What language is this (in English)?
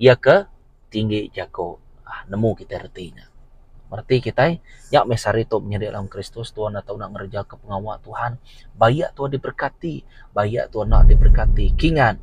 Iban